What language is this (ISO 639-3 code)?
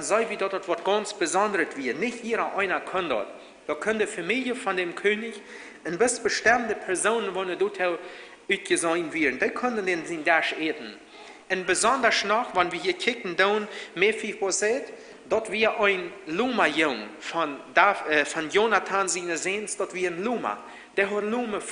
pdt